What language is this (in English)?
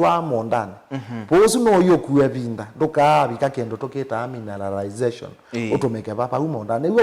Kamba